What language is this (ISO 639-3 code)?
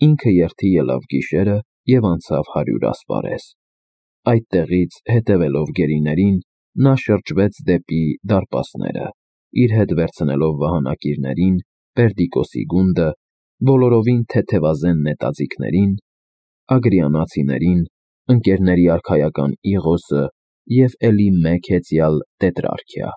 hye